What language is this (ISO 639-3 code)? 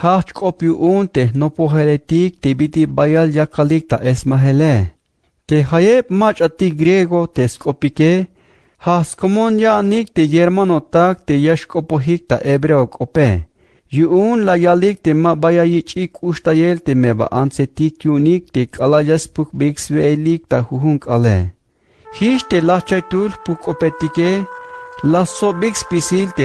tzh